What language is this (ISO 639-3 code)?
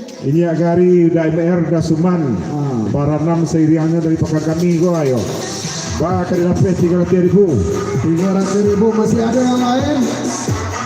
min